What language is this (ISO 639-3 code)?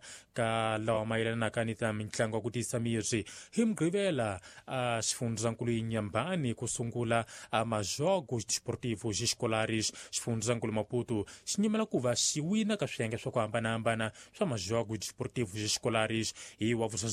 tso